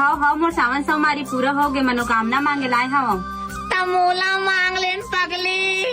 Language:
Chhattisgarhi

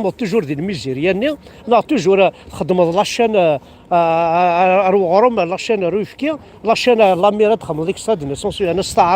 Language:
Kabyle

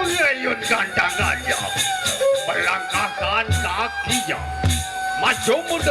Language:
Sasak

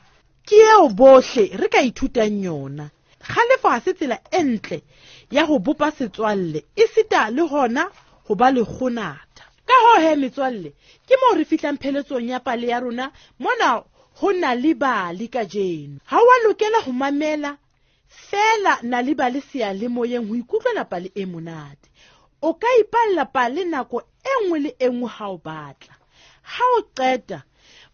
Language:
Southern Sotho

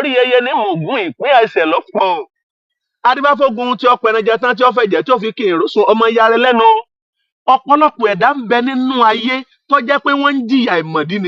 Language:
Yoruba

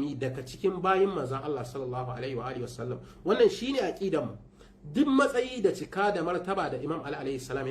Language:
Hausa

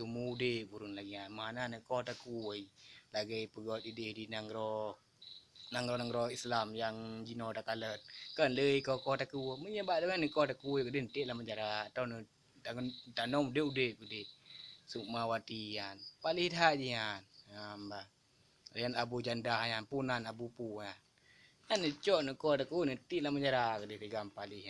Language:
Achinese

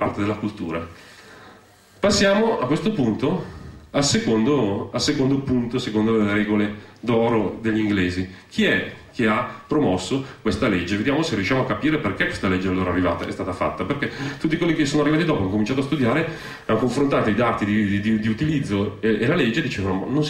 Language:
Italian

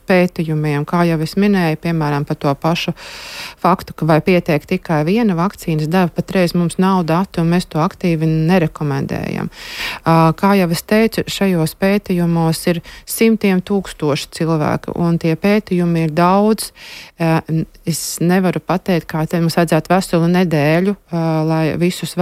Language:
Latvian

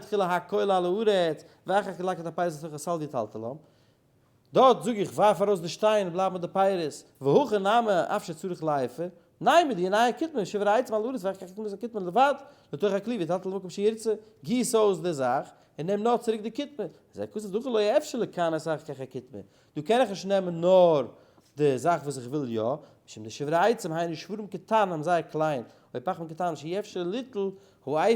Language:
Yiddish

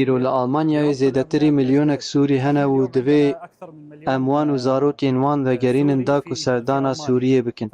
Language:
Kurdish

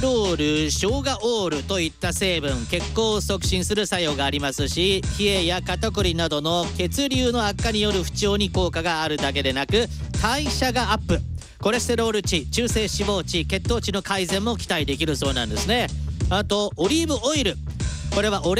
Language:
Japanese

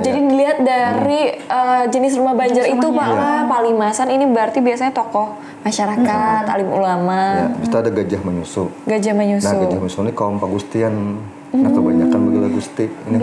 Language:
Banjar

